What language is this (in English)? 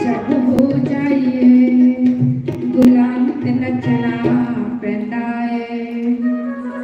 Dogri